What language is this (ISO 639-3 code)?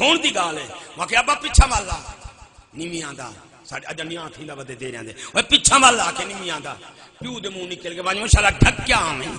skr